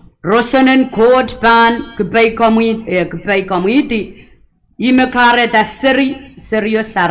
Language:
Pohnpeian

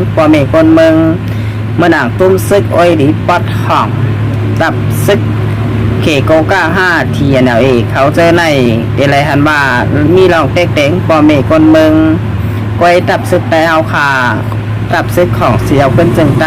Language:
Shan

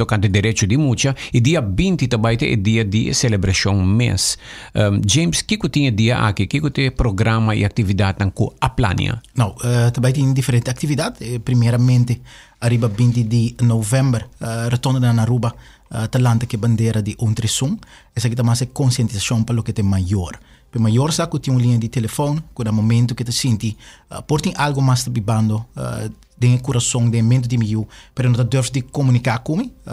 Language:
Papiamento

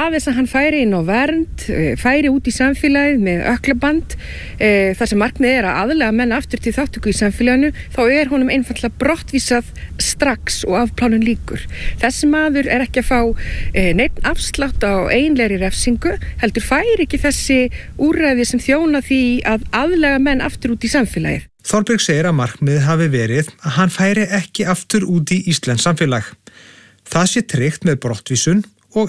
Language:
Icelandic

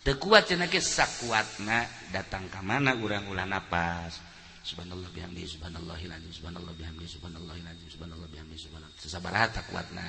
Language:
Sundanese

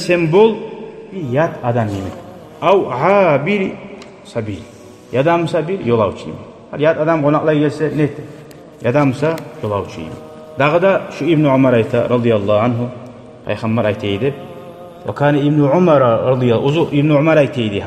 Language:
Kumyk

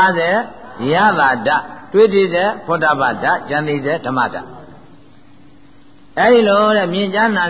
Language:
Burmese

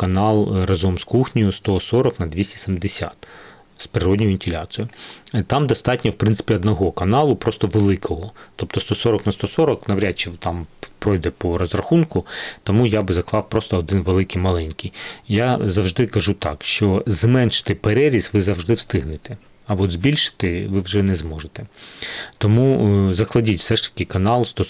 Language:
Ukrainian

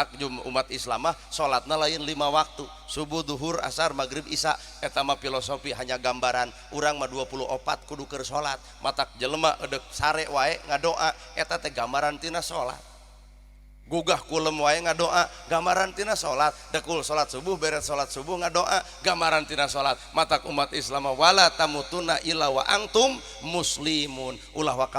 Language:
Sundanese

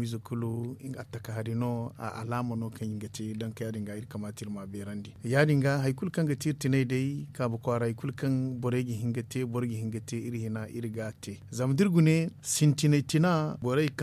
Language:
Zarma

